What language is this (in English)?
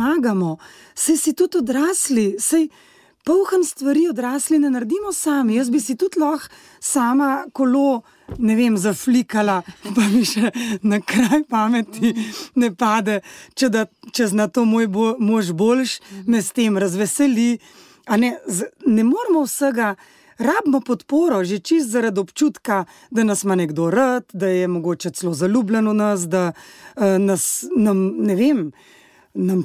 Slovenian